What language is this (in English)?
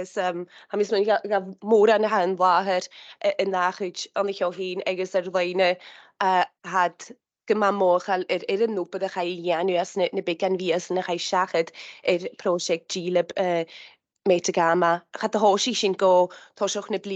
Scottish Gaelic